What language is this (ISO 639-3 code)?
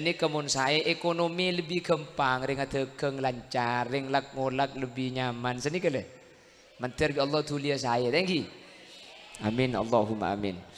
mad